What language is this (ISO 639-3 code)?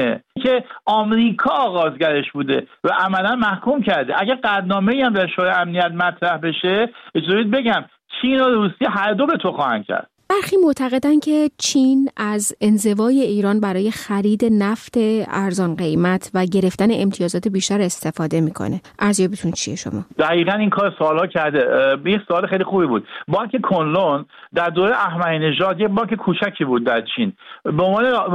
fas